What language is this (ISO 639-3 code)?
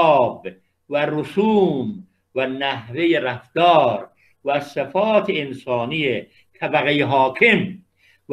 fas